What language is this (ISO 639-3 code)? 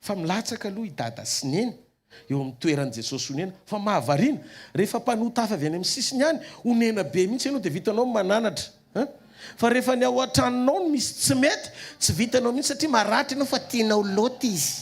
mlg